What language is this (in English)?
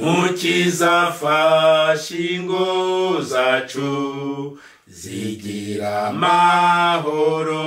Kinyarwanda